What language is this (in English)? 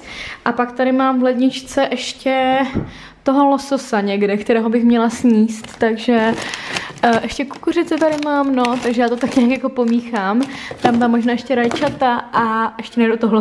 Czech